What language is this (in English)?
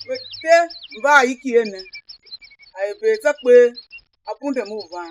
Tiv